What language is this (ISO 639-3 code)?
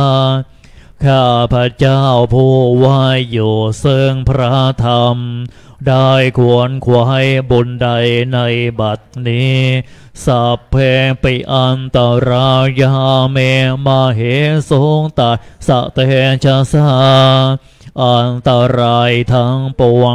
tha